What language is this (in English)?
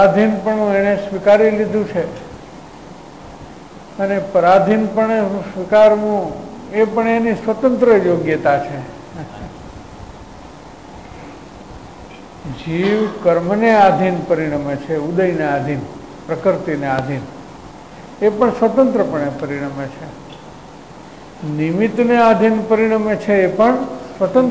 Gujarati